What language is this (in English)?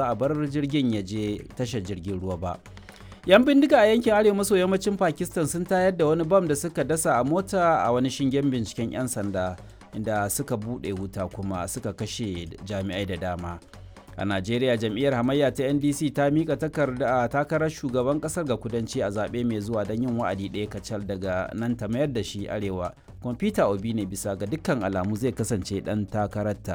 Hausa